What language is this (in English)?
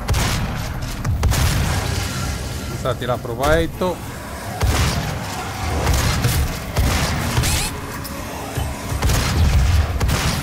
Portuguese